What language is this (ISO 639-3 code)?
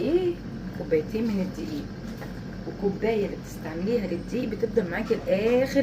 arz